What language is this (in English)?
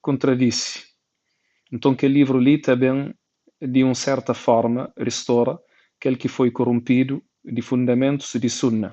Kabuverdianu